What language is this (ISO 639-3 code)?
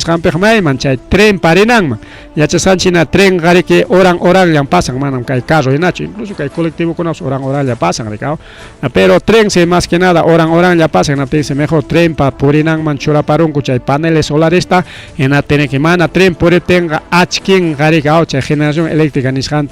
quy